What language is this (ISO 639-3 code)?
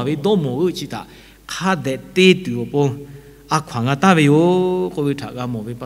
lhu